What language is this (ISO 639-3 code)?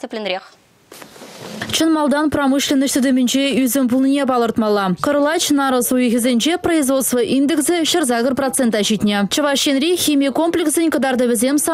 chv